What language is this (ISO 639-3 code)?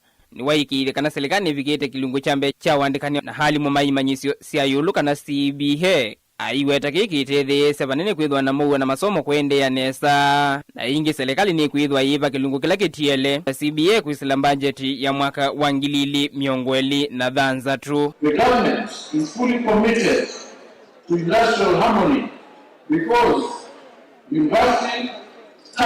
kam